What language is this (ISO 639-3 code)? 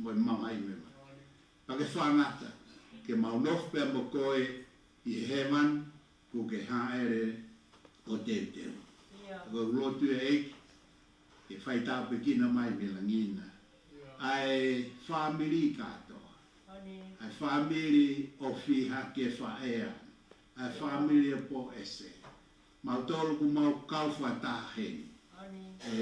ton